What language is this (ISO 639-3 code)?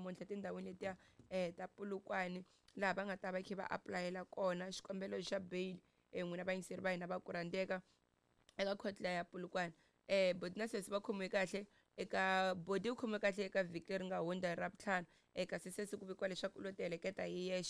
tso